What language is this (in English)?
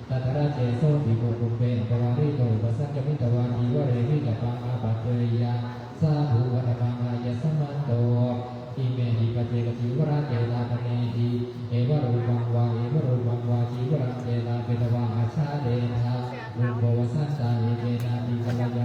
Pali